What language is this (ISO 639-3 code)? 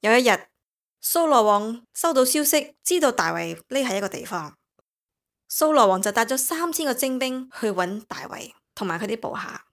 yue